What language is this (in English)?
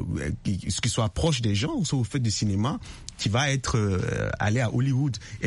French